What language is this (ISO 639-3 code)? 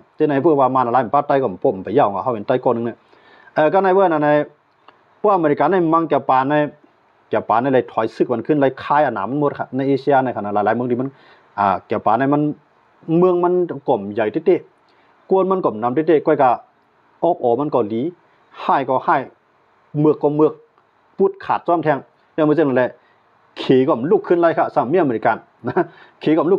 shn